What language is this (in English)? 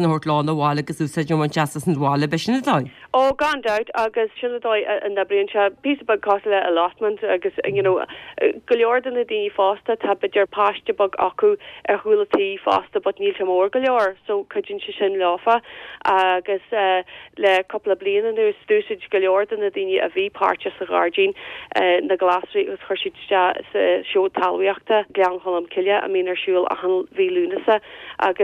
Irish